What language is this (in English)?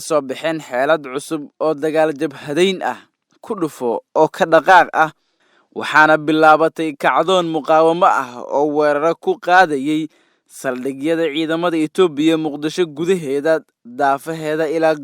Somali